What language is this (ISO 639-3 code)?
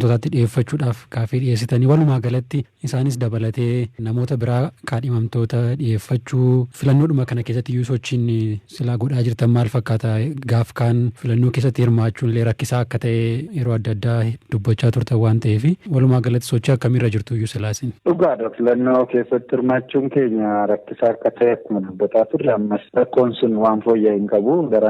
orm